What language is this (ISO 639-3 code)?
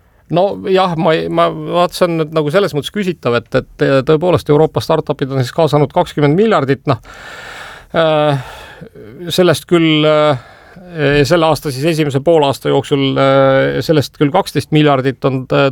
est